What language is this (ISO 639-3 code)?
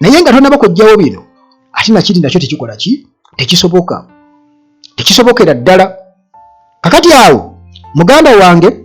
lug